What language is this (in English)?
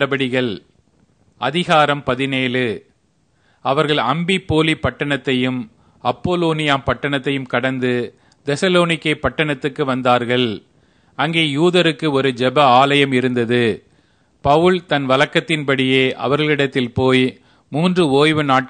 Tamil